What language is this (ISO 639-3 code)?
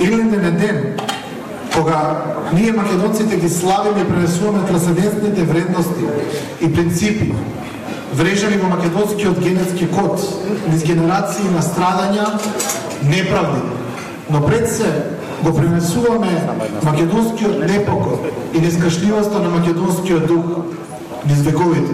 mkd